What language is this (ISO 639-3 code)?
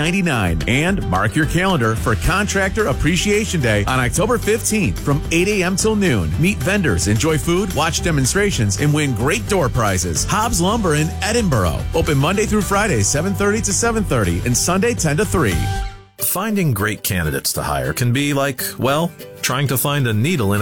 eng